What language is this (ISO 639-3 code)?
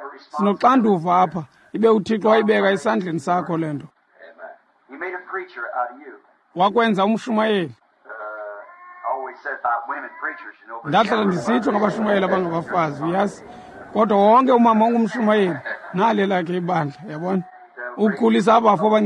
xho